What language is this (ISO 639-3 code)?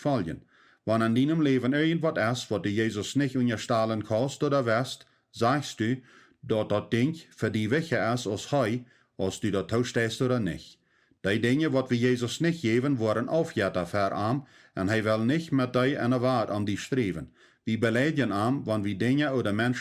pdt